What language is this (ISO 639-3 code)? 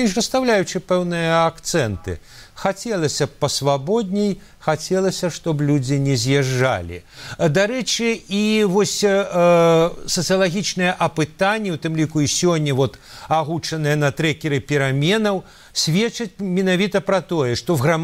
bel